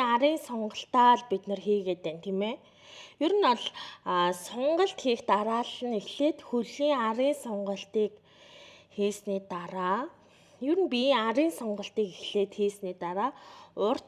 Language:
Mongolian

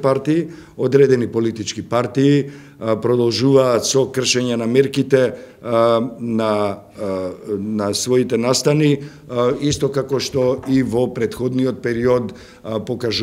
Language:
Macedonian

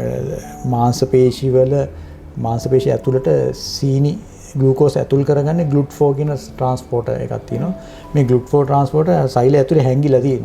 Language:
Sinhala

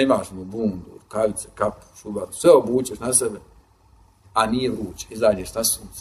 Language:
Bosnian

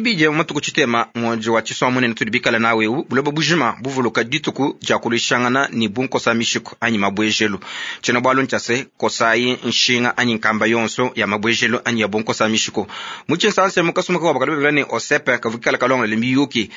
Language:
Luba-Lulua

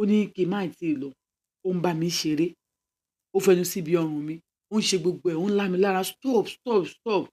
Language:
Yoruba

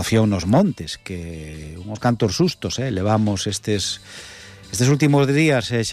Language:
Galician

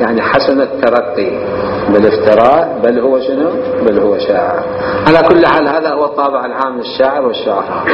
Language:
Mesopotamian Arabic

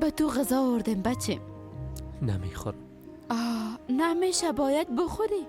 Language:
Persian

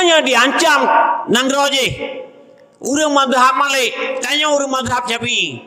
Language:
Achinese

